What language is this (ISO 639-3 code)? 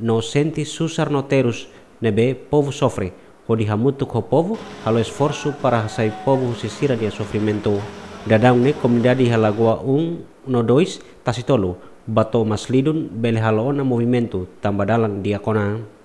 tet